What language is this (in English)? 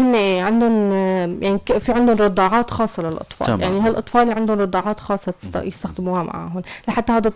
North Levantine Arabic